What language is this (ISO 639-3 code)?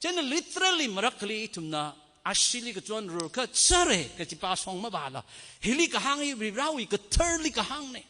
nmf